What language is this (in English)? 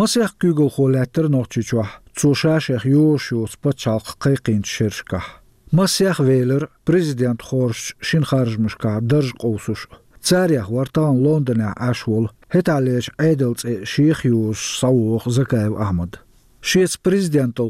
Chechen